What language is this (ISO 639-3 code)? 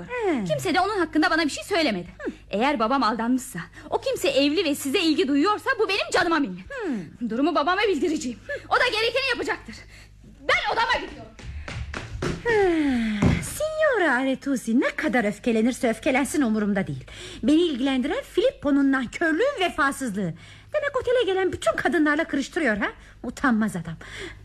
tur